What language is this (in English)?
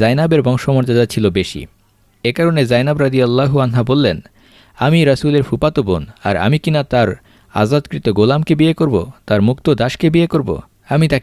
Bangla